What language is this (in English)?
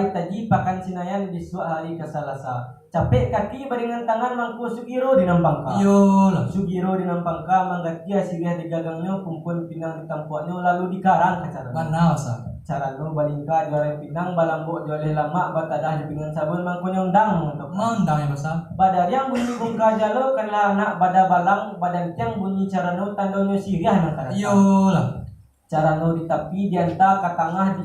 Minangkabau